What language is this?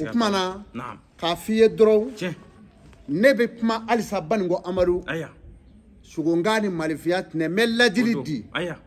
Bambara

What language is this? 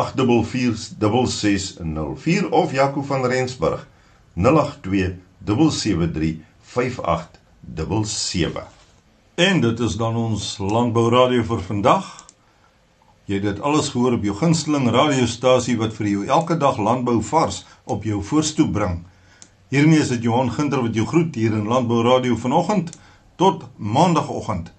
Afrikaans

